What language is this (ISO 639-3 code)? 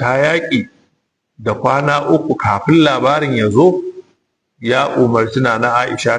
hau